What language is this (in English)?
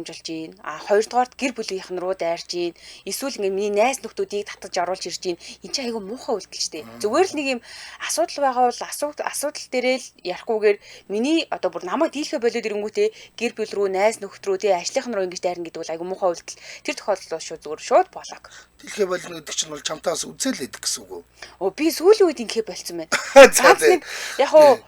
Mongolian